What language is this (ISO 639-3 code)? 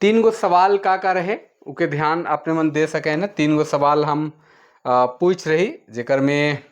sck